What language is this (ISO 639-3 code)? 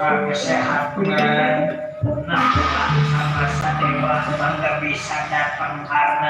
bew